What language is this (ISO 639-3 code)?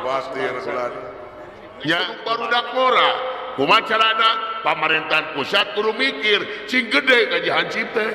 sun